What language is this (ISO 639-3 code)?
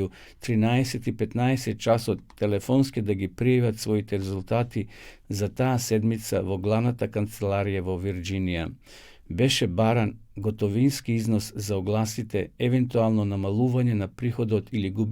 mkd